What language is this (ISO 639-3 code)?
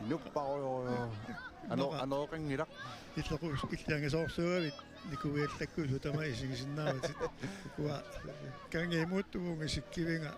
kal